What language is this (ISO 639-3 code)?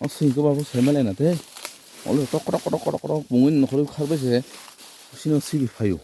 trp